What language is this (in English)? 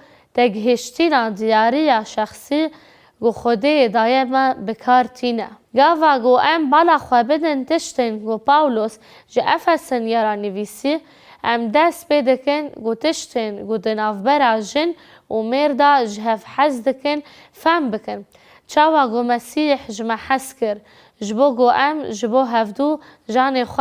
Kurdish